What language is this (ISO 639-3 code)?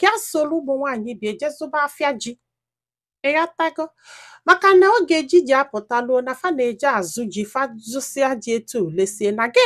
ibo